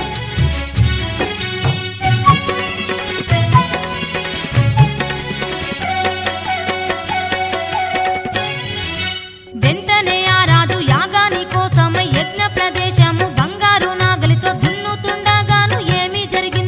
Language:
Telugu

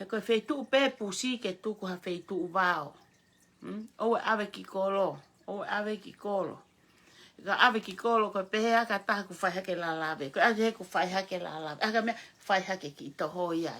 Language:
Tongan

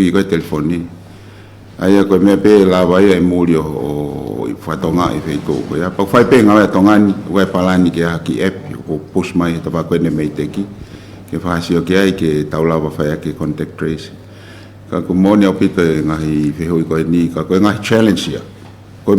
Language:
Tongan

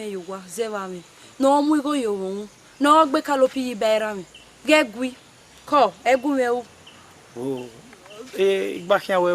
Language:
Bini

